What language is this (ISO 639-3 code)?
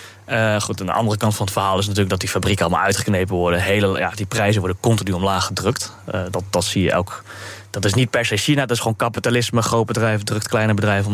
nld